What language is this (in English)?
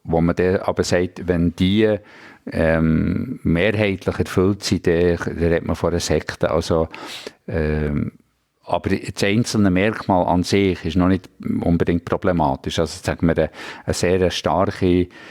Swiss German